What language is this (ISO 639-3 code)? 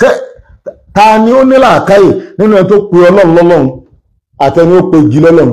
yor